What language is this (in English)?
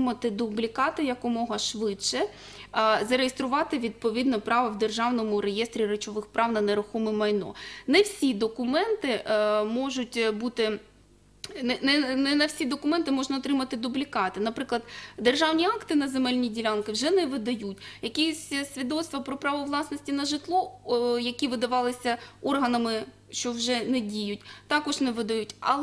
Ukrainian